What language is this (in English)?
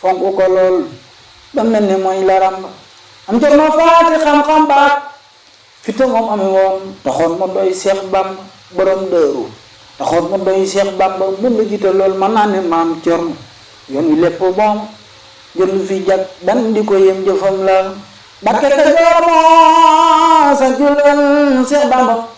Wolof